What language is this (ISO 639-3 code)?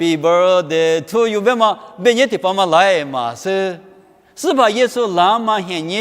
lis